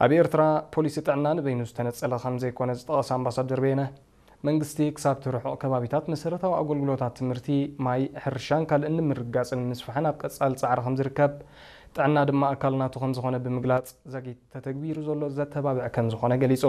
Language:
Tigrinya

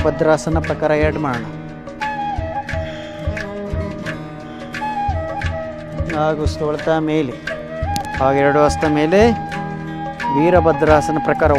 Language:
Kannada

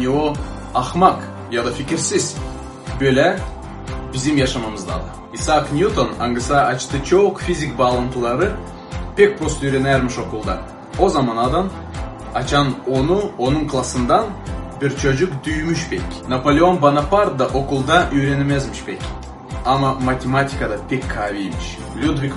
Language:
Gagauz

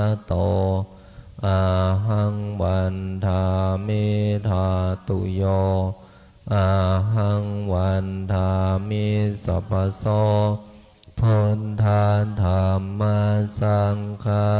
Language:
Pali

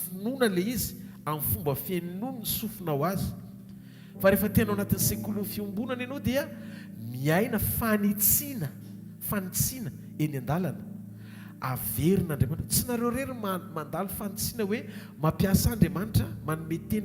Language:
Malagasy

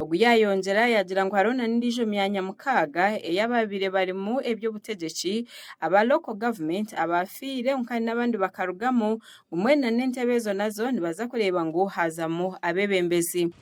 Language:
Nyankole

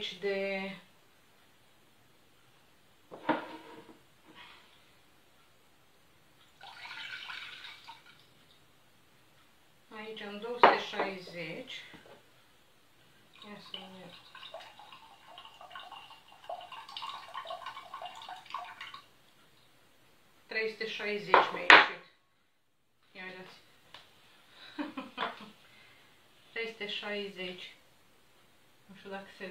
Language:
Romanian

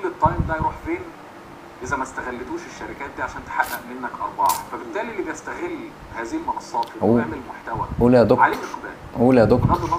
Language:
Egyptian Arabic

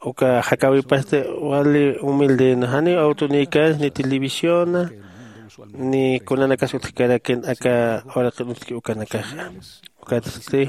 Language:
Aymara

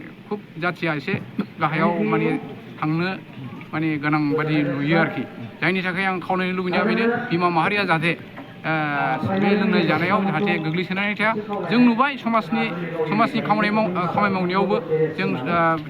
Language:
Bodo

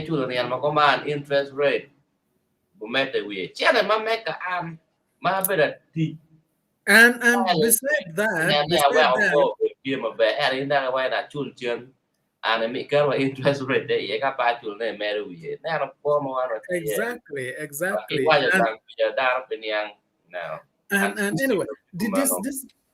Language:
Acoli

